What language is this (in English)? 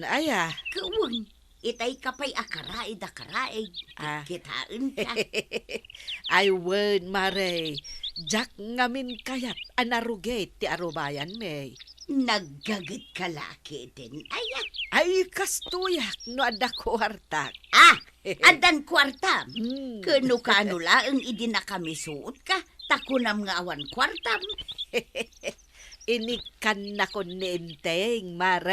Iloko